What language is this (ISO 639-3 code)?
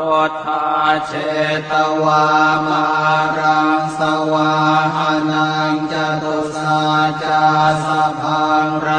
pli